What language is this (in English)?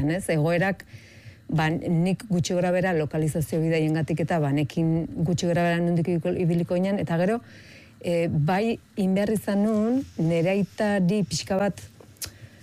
Basque